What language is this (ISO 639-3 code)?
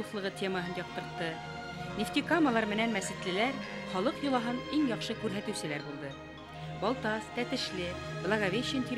bak